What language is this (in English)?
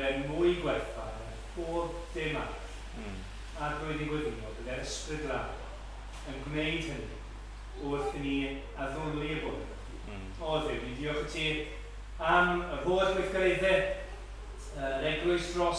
Welsh